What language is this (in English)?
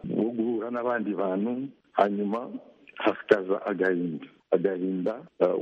Kinyarwanda